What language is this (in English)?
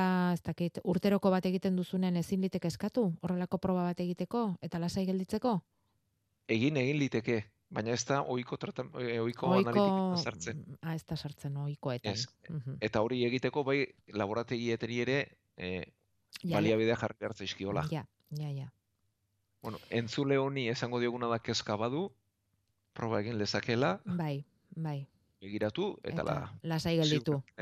Basque